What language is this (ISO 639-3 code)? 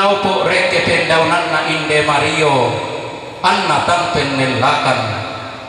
sda